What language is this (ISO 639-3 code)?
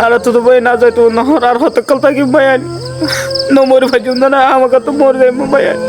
rhg